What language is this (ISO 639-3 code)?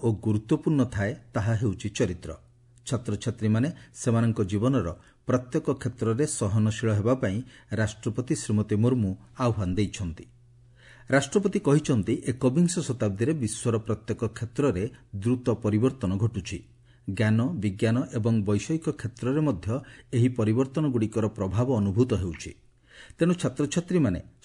ori